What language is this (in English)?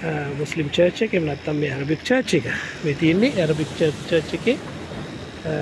Sinhala